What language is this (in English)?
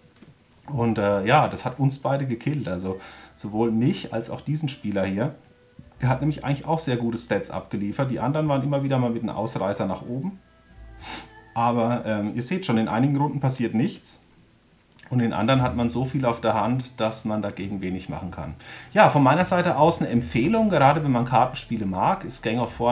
German